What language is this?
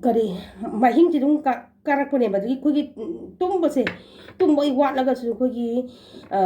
Manipuri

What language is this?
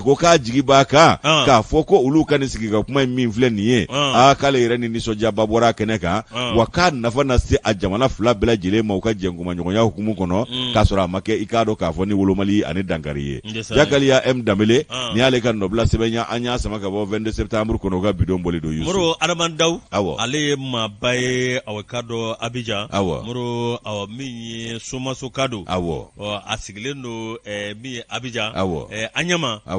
Bambara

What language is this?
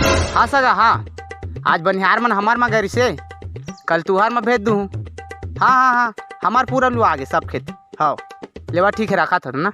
Chhattisgarhi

